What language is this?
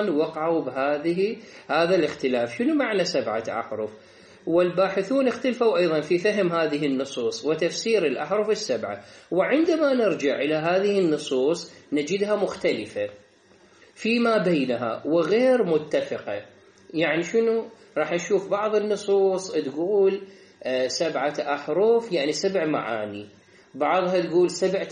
Arabic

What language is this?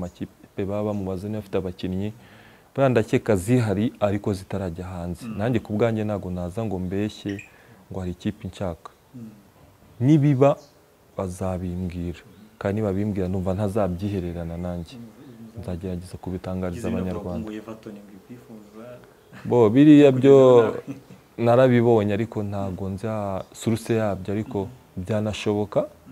Kinyarwanda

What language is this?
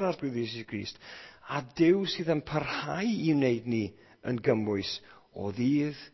Welsh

